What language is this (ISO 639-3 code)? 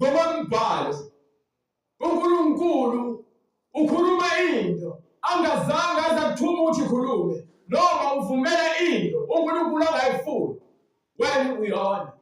zul